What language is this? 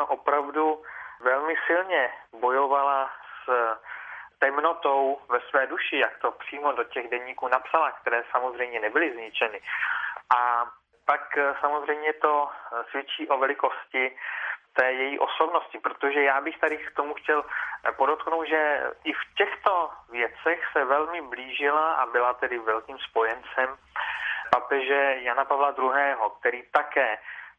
Czech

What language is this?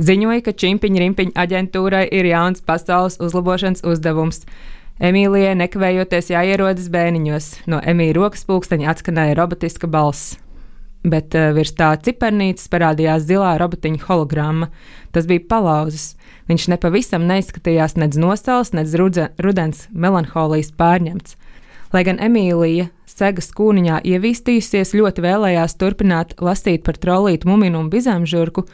Latvian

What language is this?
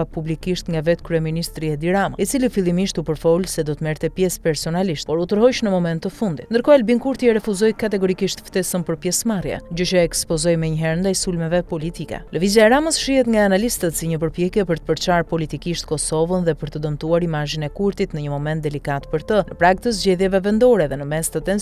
Albanian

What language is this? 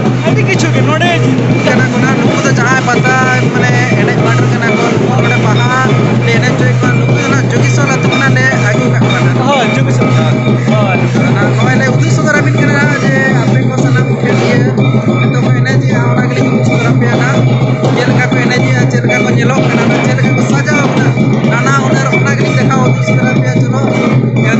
Santali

